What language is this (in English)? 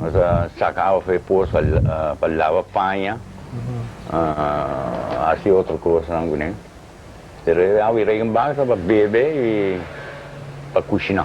Papiamento